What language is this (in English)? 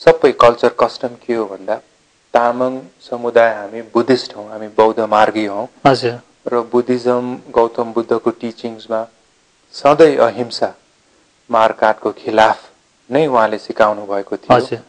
Nepali